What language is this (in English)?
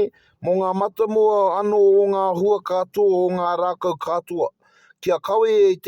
Māori